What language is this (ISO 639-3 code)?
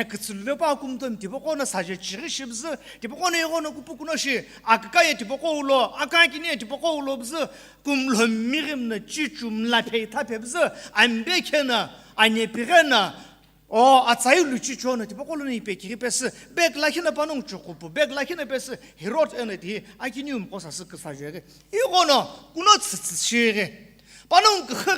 nsm